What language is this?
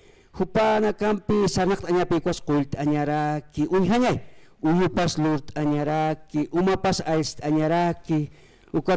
Aymara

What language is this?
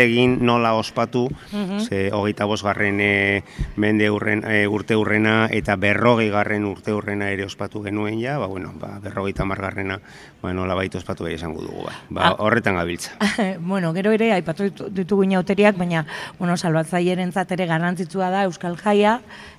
Basque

